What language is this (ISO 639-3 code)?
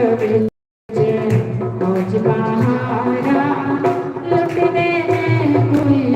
doi